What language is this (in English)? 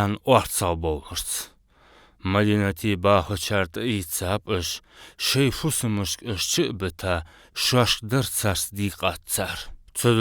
Ingush